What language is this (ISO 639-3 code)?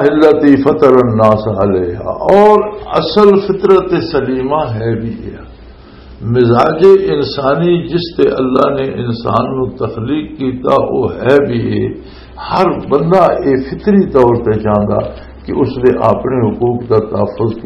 lah